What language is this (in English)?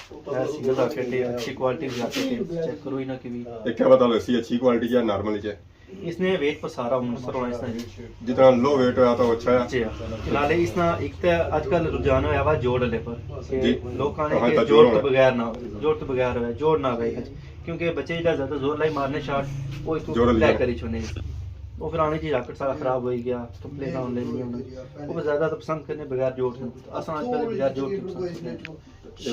Pahari-Potwari